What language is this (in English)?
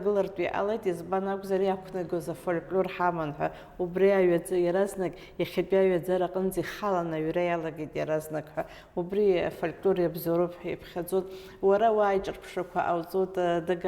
Abkhazian